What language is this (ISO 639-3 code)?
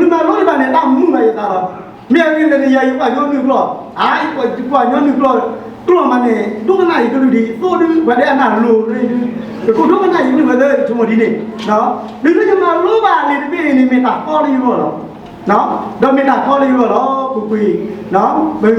ksw